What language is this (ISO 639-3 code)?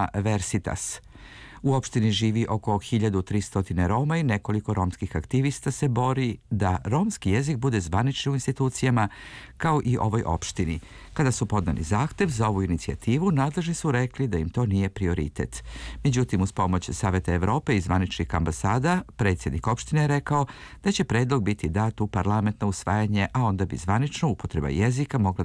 srp